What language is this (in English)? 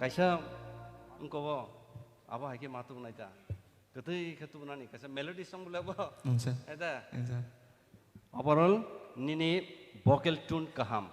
Kok Borok